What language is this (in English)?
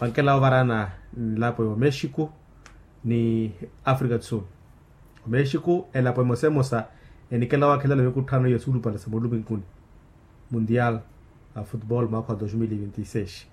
Makhuwa